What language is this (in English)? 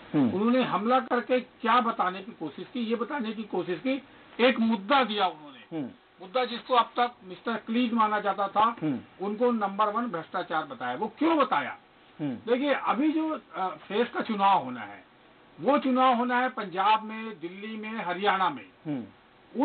Hindi